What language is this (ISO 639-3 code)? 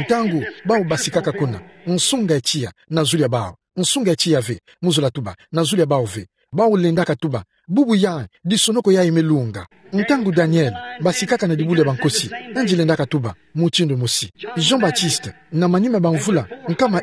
ktu